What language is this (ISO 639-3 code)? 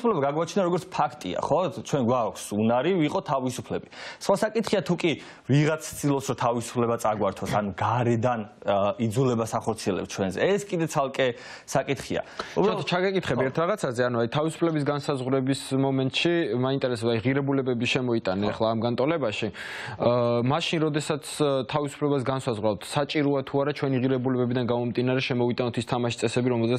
kat